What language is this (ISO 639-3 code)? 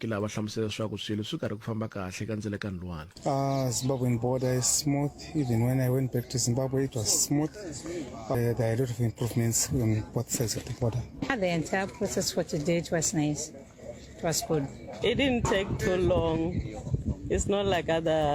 tso